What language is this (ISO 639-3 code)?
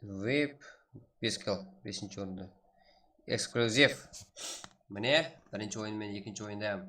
kaa